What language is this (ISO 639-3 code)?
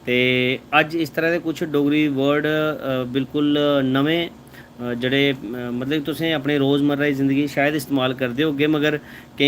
doi